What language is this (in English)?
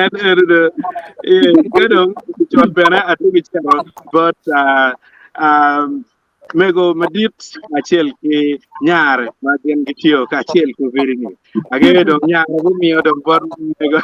Acoli